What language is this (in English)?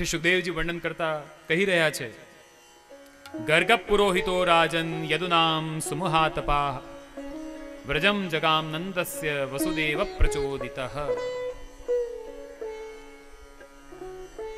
Gujarati